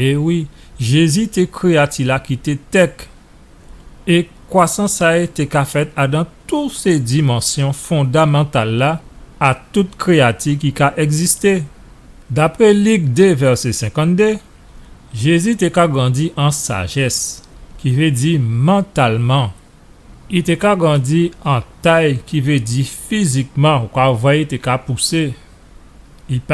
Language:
Guadeloupean Creole French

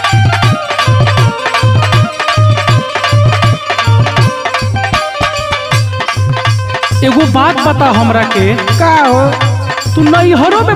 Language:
Bhojpuri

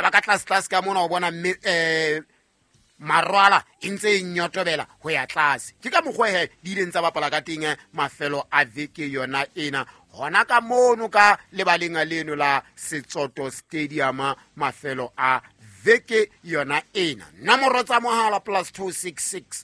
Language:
Southern Sotho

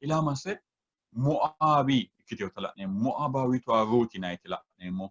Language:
Sidamo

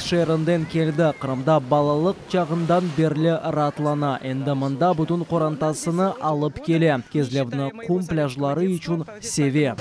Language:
Crimean Tatar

